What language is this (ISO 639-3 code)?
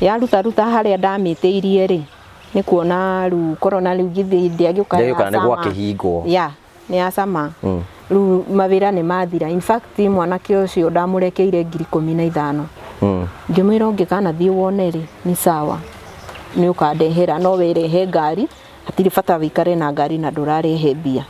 kik